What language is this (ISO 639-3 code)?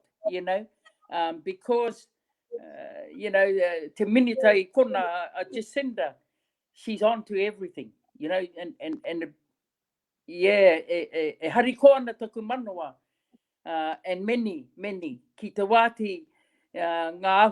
mri